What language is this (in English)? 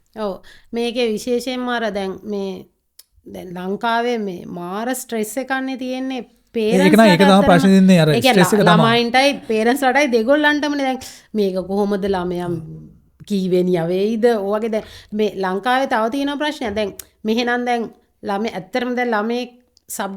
Sinhala